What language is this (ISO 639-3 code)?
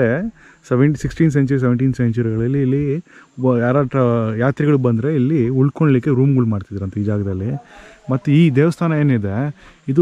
kan